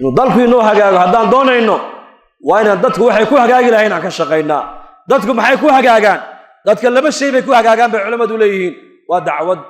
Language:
Somali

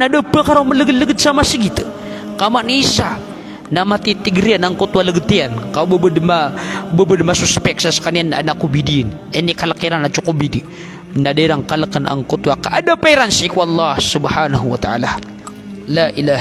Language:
Maranao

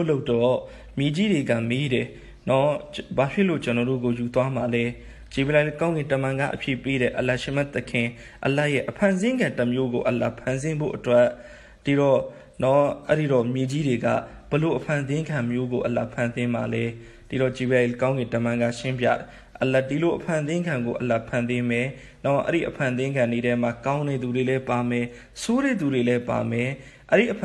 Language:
Burmese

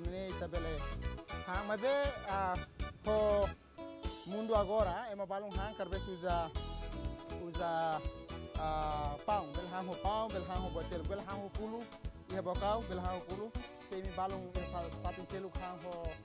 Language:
Tetum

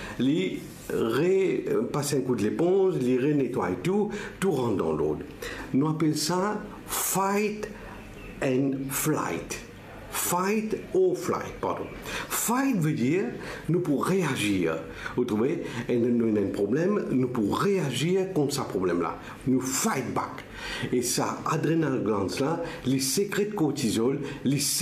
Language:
Morisyen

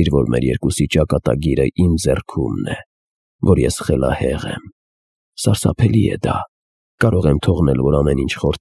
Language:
Armenian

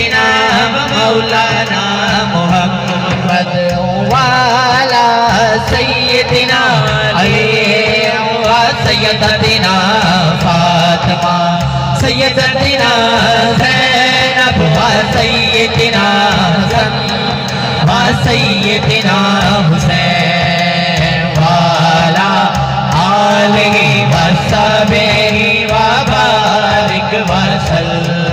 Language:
Saraiki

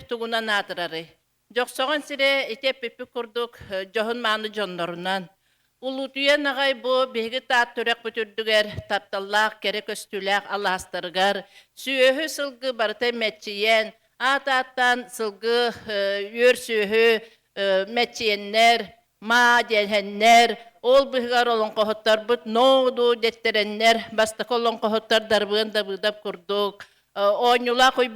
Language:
Yakut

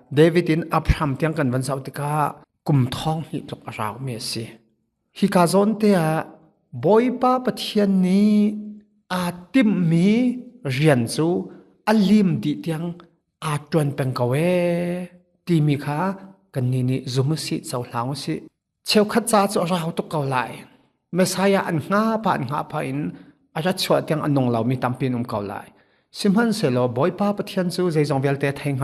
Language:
Hakha Chin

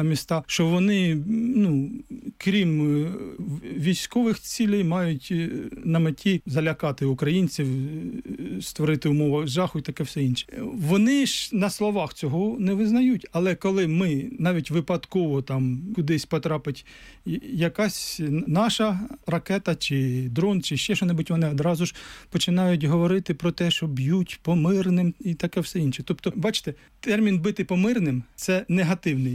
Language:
Ukrainian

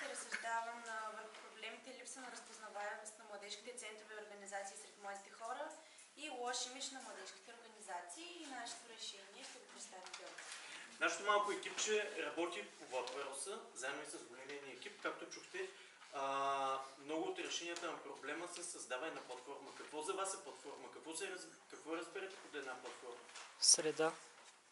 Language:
Bulgarian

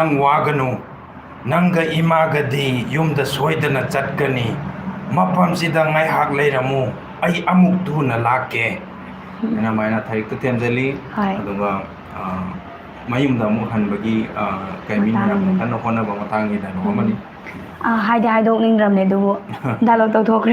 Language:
Manipuri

